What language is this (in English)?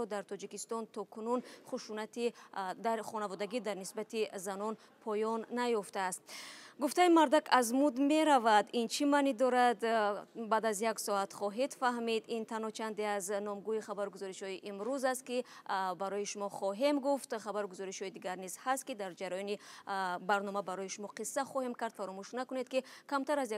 Tajik